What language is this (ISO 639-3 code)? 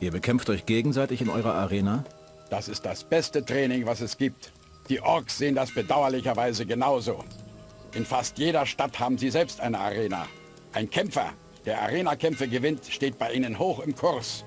bar